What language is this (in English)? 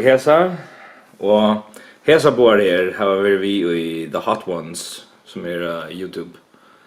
Faroese